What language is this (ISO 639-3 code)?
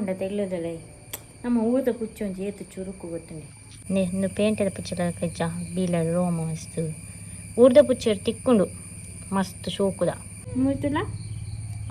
tcy